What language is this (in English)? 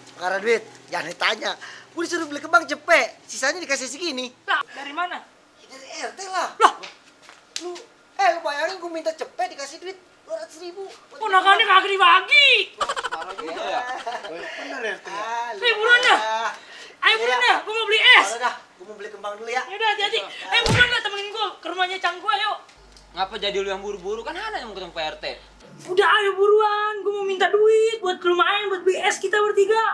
Betawi